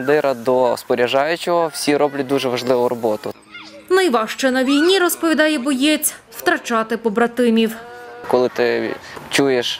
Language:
Ukrainian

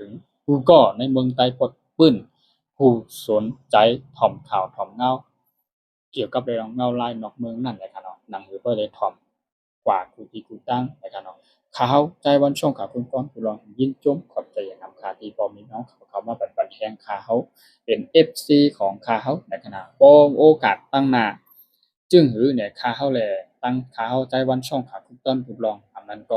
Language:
Shan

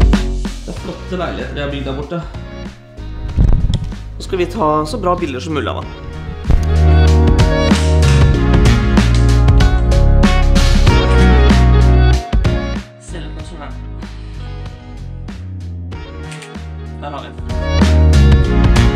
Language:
Norwegian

